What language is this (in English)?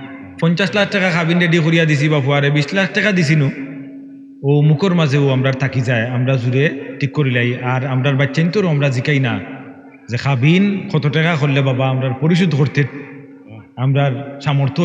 Sylheti